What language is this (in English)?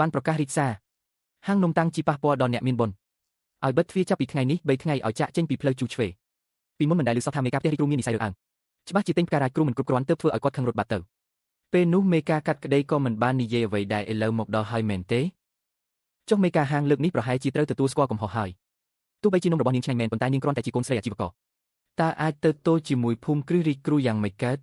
Khmer